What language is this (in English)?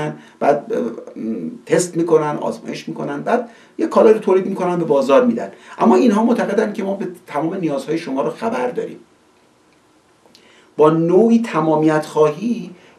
Persian